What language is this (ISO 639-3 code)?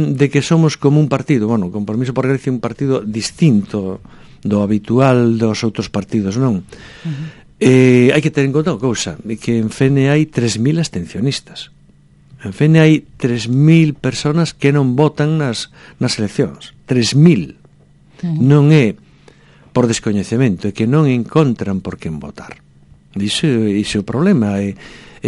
glg